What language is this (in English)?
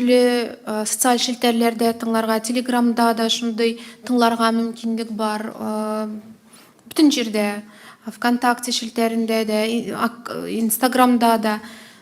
Tatar